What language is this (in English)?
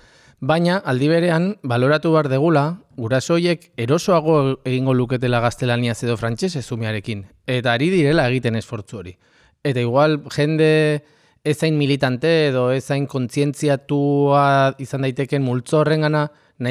Basque